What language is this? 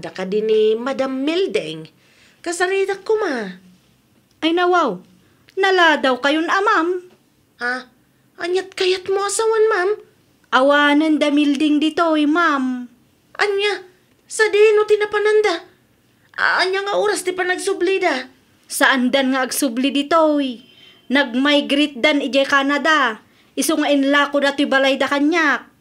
Iloko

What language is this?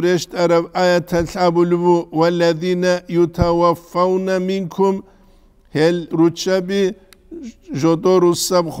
Avaric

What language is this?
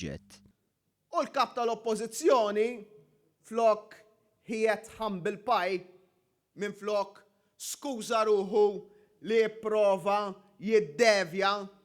Maltese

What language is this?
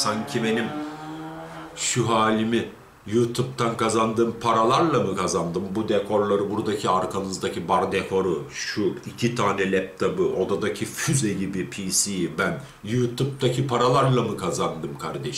Turkish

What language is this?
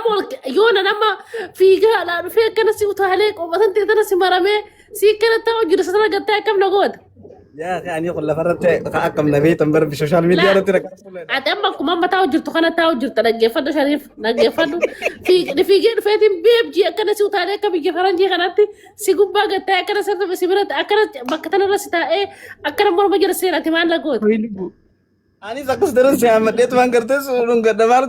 Oromo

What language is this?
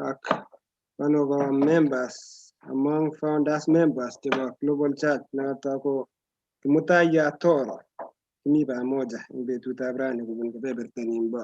Kalenjin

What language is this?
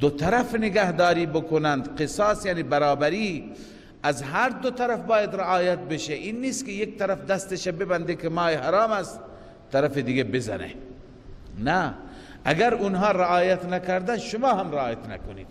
Persian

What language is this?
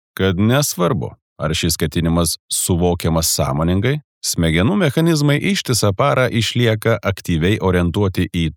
Lithuanian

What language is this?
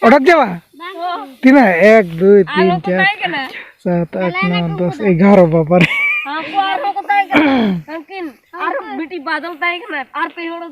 Santali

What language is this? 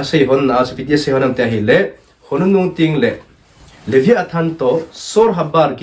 Thado Chin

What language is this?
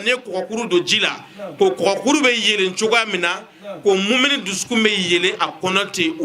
Bambara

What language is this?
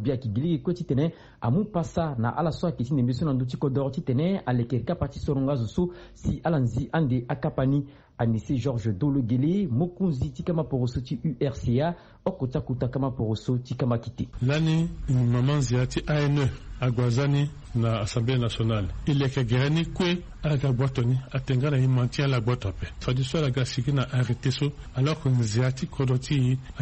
Sango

